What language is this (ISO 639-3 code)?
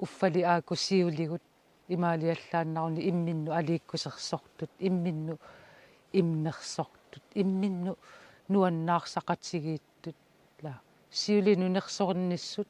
kal